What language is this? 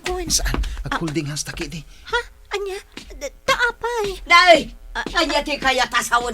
Iloko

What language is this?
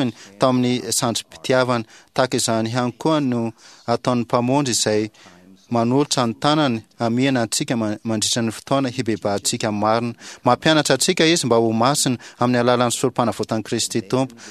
Malagasy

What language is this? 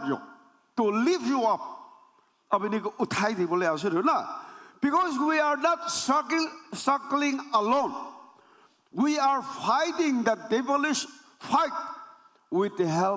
Naga Pidgin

